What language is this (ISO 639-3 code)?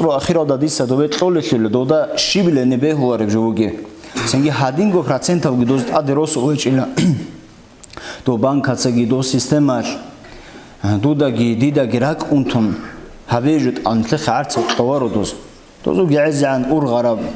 ava